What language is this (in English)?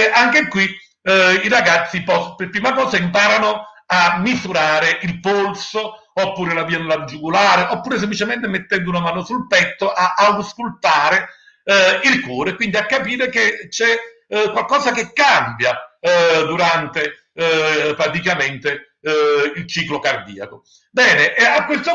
Italian